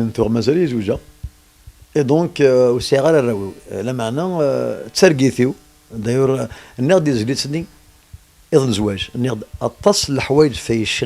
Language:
Kabyle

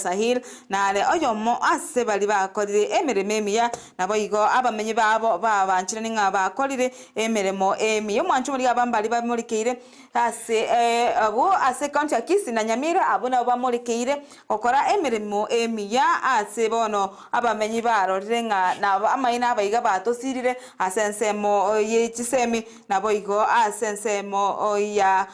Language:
Gusii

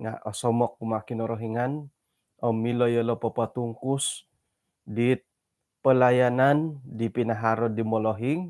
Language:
Central Dusun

